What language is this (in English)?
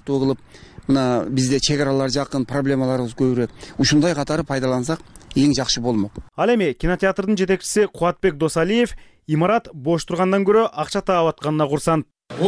Kyrgyz